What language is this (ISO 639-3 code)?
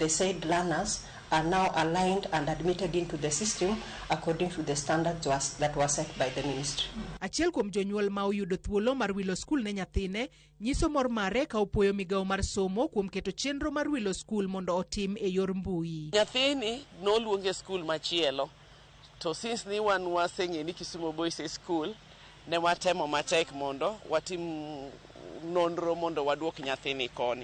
luo